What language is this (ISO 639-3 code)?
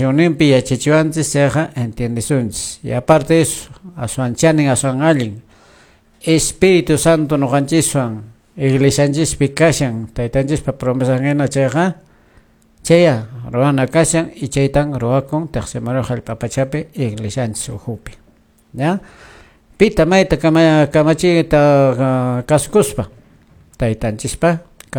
que